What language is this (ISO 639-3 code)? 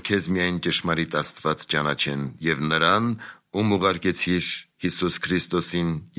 hye